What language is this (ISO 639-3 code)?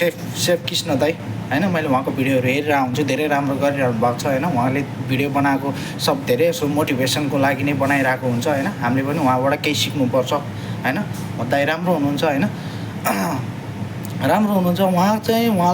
nep